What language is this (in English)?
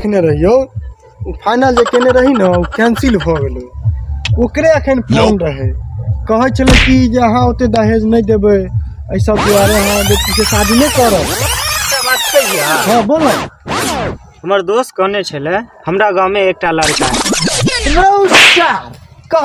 Maithili